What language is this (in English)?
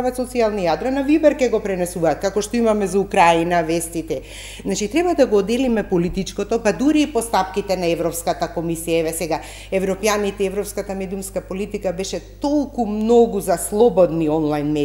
Macedonian